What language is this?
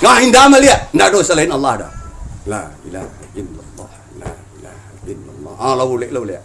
Minangkabau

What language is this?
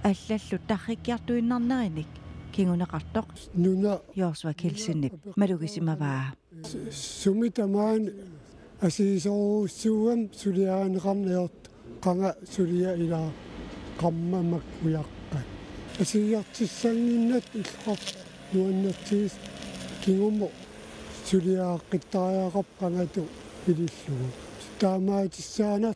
Kalaallisut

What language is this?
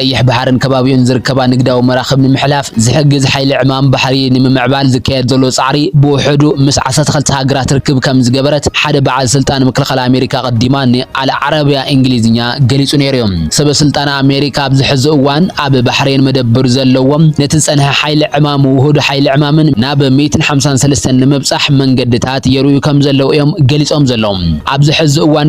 Tigrinya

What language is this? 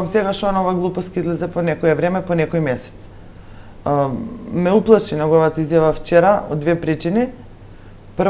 Macedonian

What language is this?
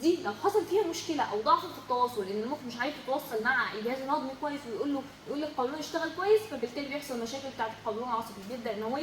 Egyptian Arabic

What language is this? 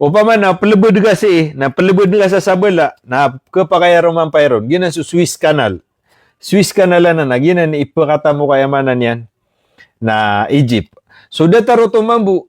Maranao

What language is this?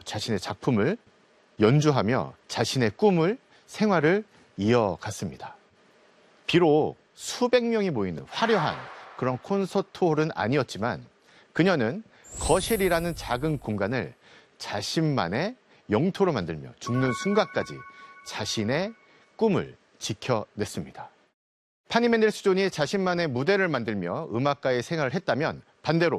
Korean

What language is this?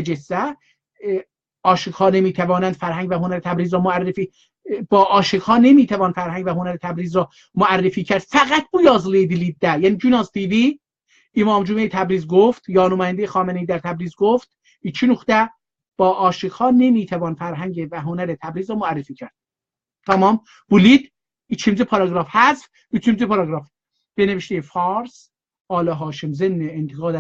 South Azerbaijani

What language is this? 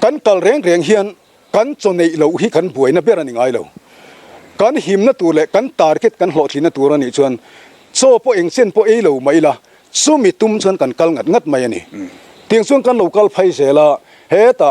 Mizo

